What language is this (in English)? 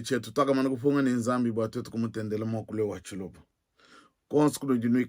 Luba-Lulua